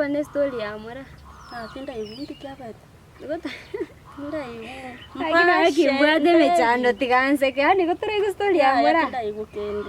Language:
Gusii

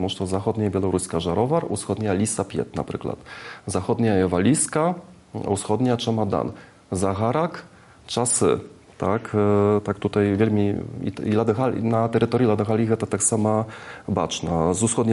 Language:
Belarusian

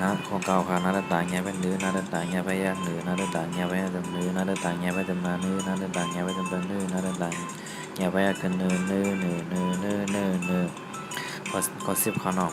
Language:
Shan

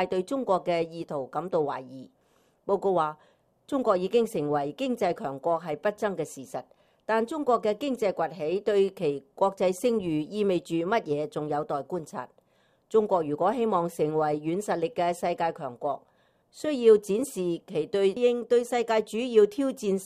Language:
Cantonese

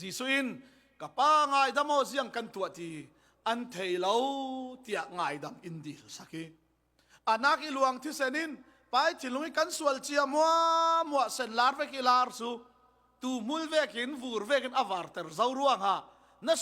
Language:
Falam Chin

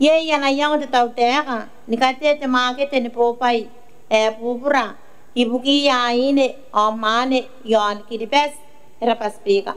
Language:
Gilbertese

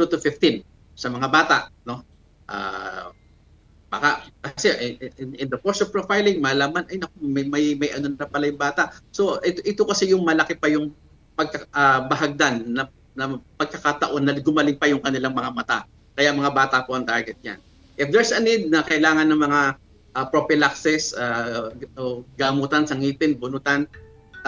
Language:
Filipino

